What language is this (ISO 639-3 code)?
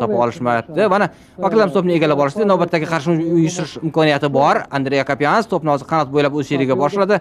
uzb